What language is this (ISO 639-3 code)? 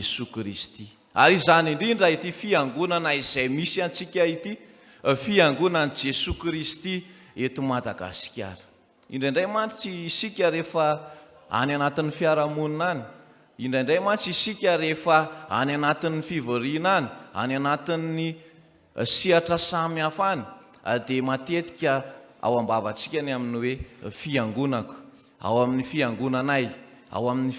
mlg